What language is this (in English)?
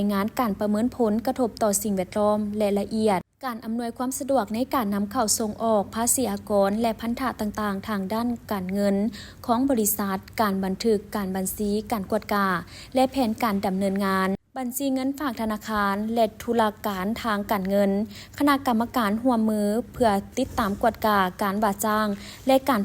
Lao